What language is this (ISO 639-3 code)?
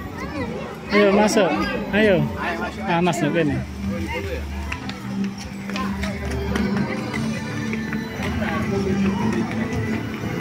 jav